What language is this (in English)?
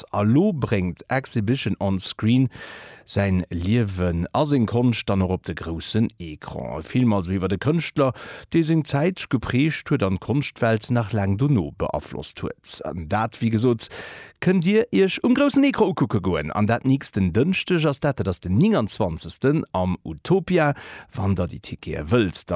Luxembourgish